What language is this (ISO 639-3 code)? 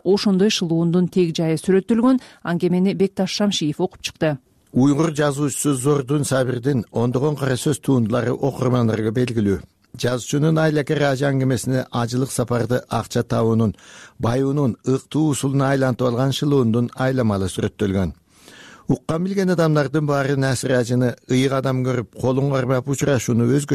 kir